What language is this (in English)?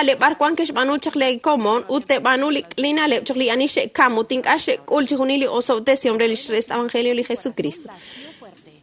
Kekchí